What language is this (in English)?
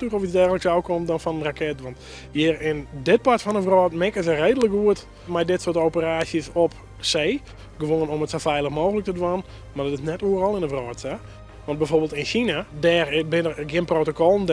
Western Frisian